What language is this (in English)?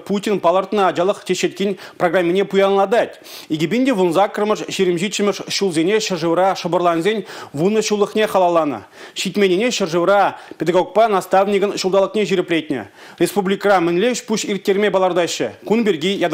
Chuvash